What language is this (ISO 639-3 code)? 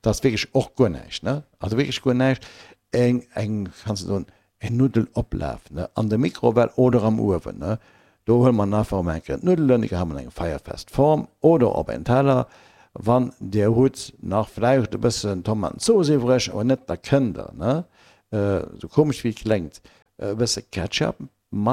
ltz